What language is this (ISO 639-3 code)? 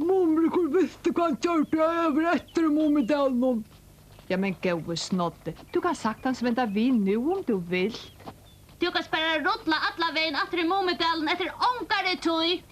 fao